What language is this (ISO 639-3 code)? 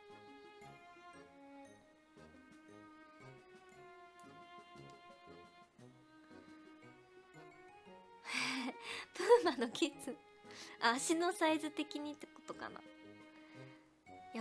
jpn